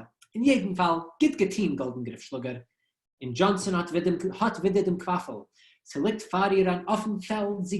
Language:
Yiddish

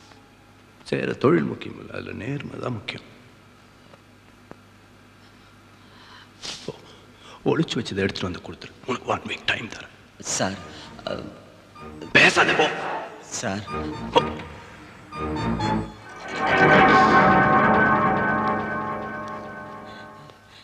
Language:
Tamil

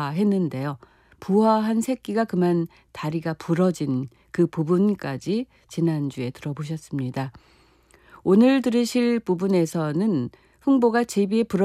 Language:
Korean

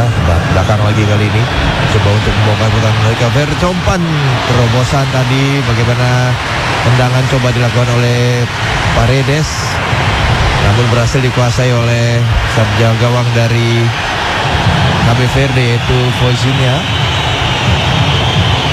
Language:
Indonesian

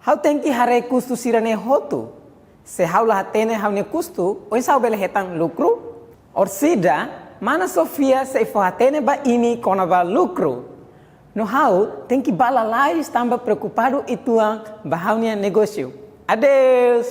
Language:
Tetum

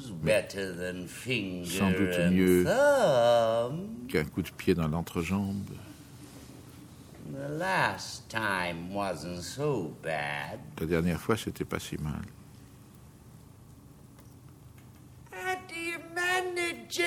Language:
French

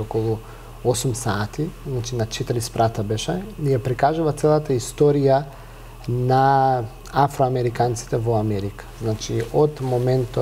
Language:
Macedonian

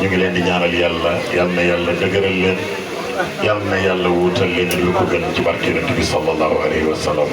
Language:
Wolof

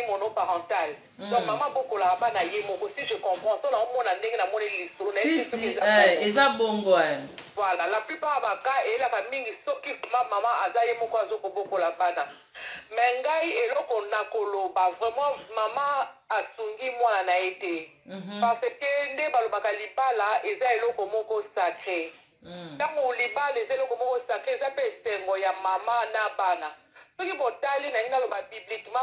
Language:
Lingala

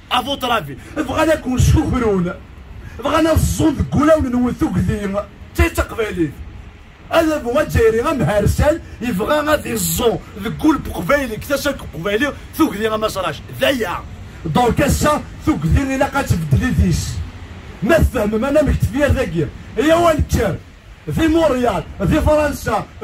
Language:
Kabyle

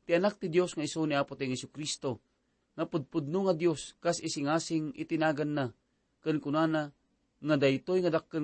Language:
Iloko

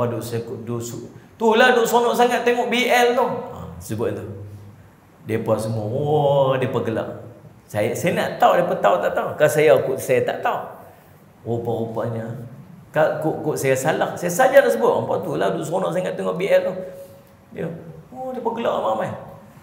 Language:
Malay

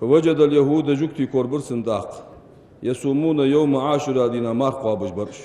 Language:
Ingush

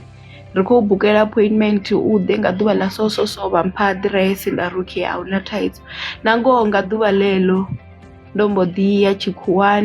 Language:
Venda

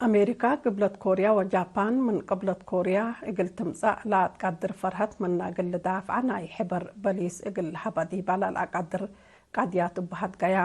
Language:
Tigre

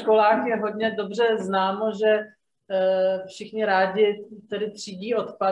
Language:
Czech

